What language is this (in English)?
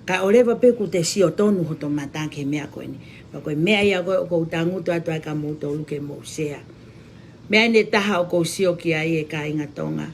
Tongan